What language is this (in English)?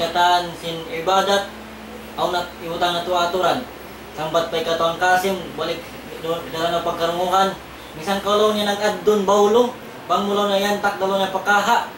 Tausug